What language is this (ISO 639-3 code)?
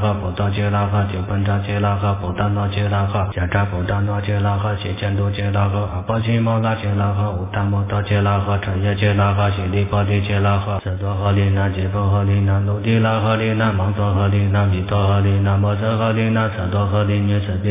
zho